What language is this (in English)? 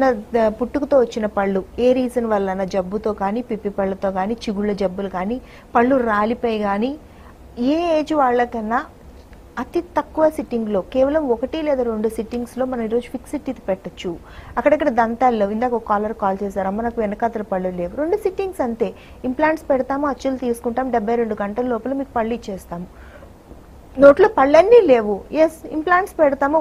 Telugu